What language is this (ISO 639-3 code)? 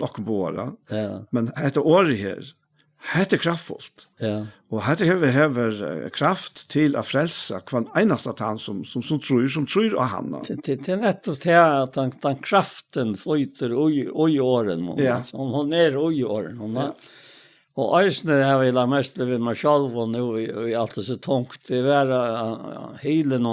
fao